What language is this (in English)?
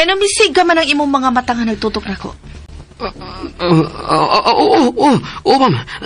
Cebuano